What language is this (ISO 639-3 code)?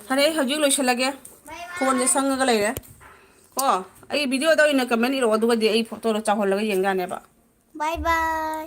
mni